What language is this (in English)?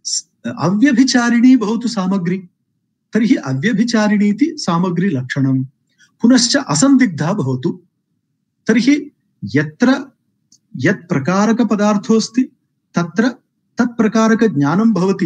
Sanskrit